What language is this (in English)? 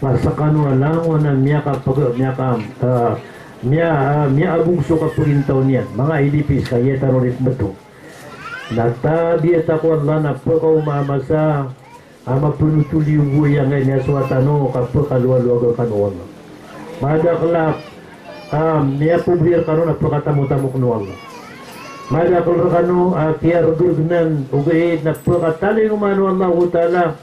Maranao